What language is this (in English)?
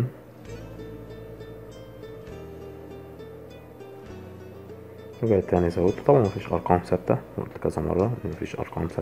Egyptian Arabic